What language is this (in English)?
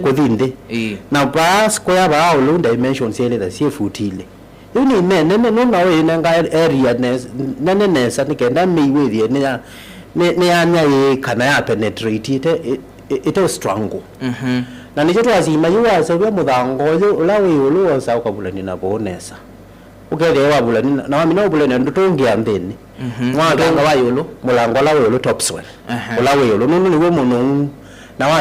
Kamba